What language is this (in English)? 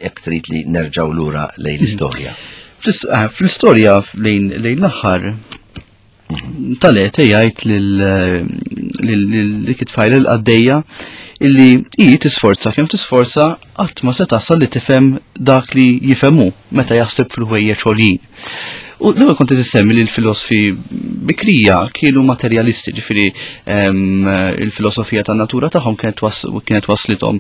Maltese